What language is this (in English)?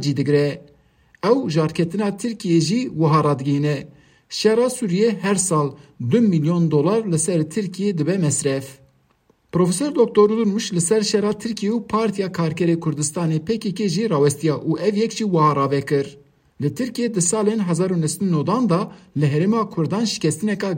Kurdish